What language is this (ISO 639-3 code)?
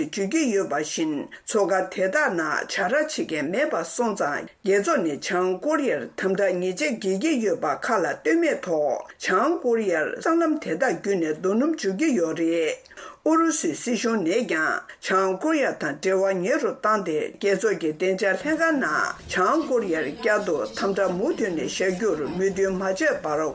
bod